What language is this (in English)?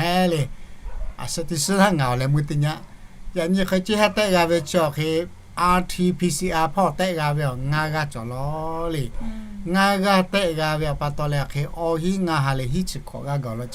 Lahu